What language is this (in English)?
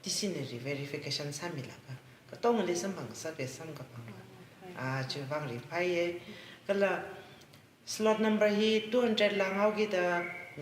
Tangkhul Naga (India)